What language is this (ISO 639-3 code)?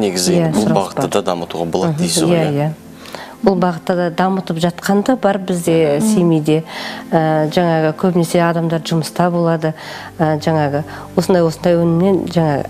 kaz